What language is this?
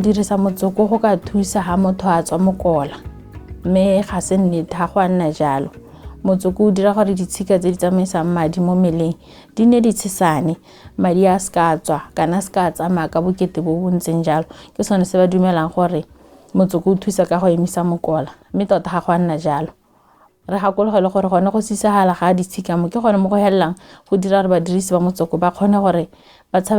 Tswana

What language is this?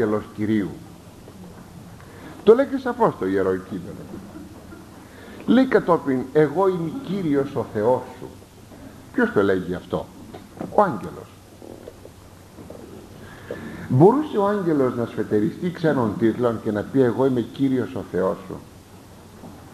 Greek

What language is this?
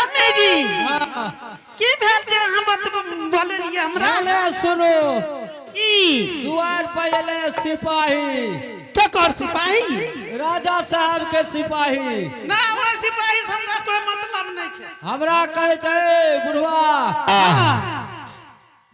Angika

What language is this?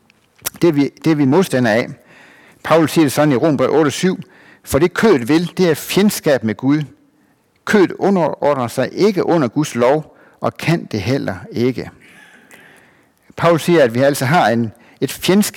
Danish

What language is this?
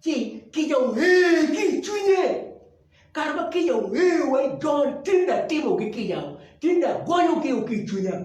Acoli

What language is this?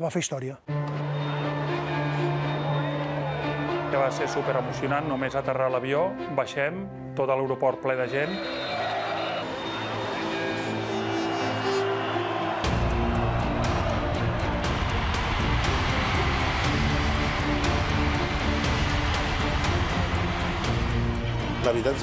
Catalan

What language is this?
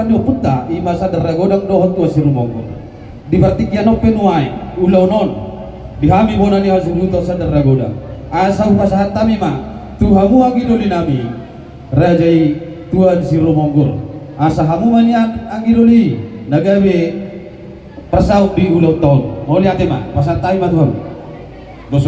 Batak Toba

